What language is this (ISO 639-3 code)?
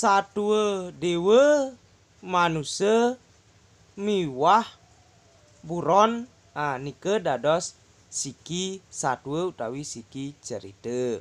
ban